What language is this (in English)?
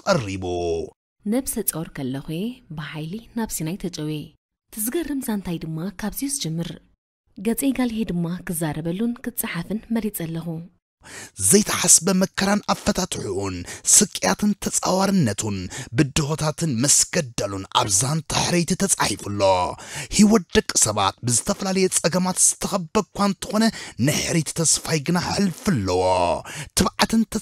Tigrinya